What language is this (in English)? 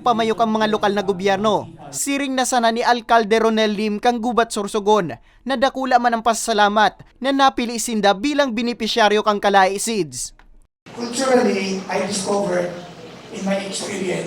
Bikol